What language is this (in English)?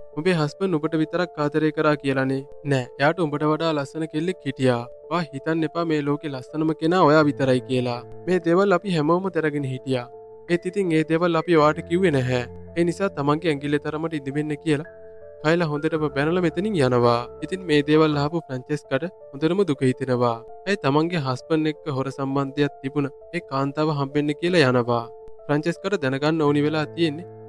Sinhala